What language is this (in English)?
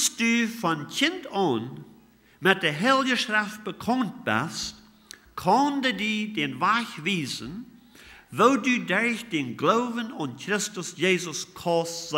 Plautdietsch